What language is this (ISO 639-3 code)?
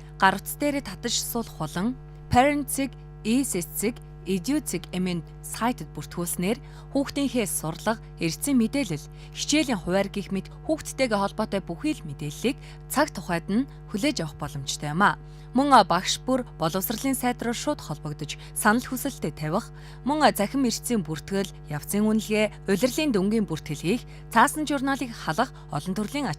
mon